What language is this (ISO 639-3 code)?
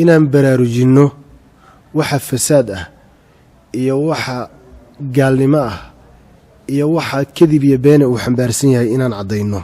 som